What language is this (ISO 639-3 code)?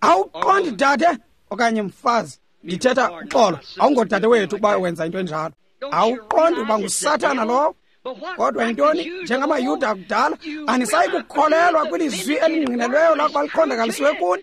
xho